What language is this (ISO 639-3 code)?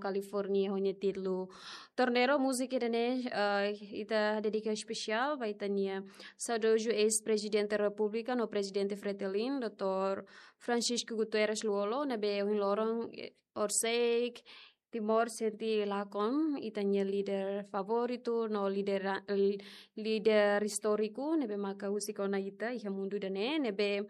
tet